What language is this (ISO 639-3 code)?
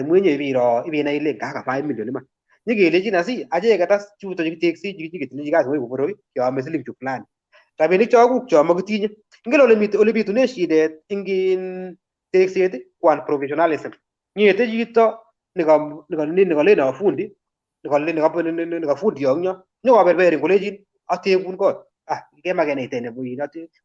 kln